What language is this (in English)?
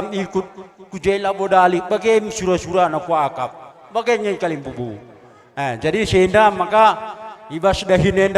Batak Karo